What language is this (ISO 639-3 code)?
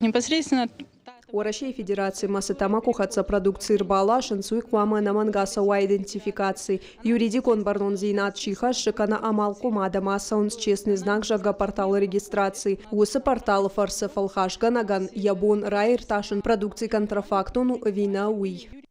oss